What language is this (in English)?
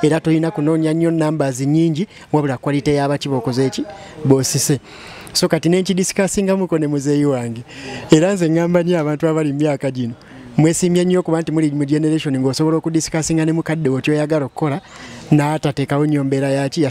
Ganda